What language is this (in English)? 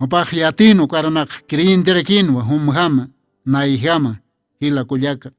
Aymara